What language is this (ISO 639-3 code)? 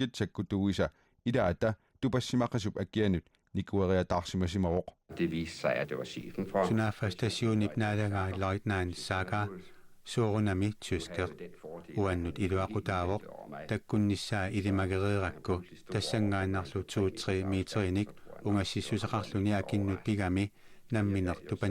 kal